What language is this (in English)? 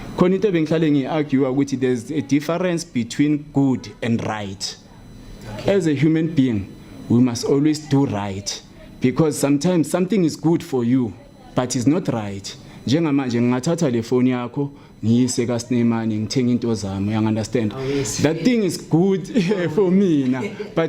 Zulu